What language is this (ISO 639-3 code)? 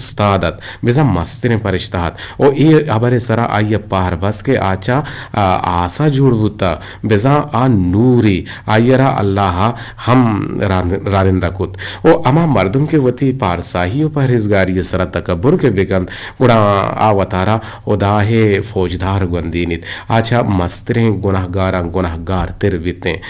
bgp